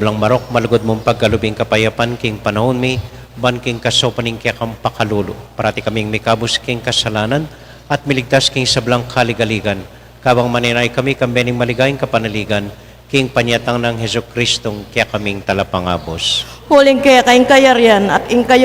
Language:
Pampanga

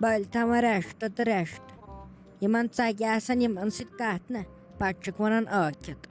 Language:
Kashmiri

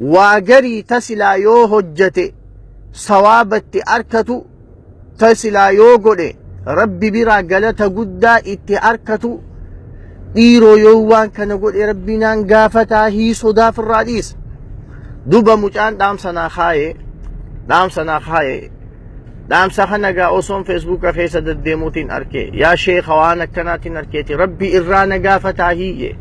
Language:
Oromo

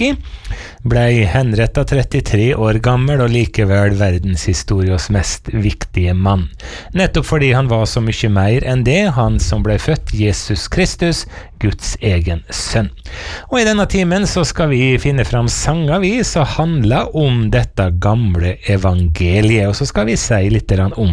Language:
Norwegian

